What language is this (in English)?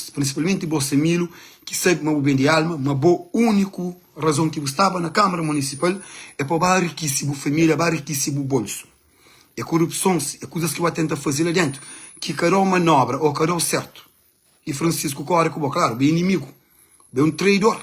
Kabuverdianu